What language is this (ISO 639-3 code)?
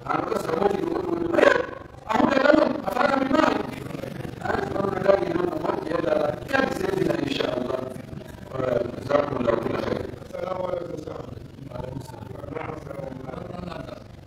fuf